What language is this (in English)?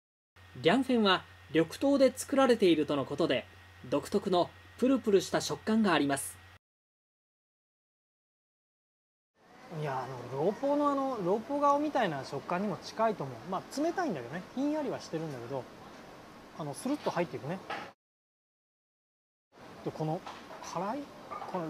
Japanese